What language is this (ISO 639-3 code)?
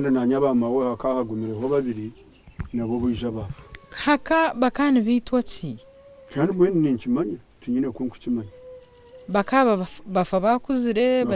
nyn